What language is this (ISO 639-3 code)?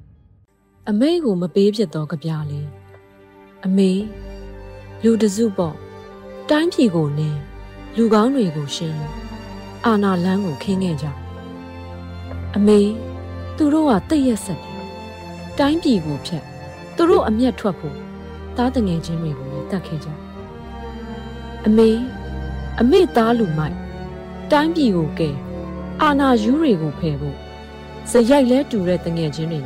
mya